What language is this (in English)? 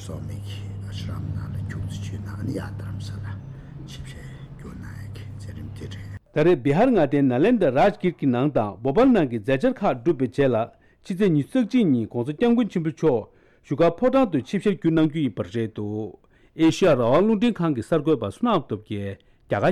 Tibetan